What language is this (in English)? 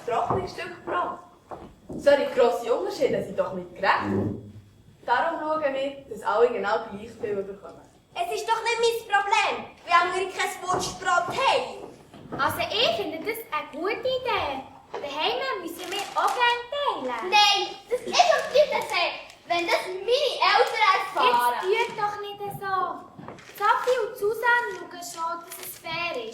Swiss German